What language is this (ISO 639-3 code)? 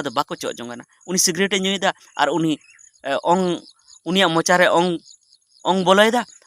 sat